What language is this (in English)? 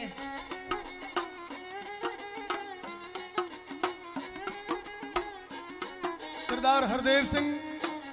Punjabi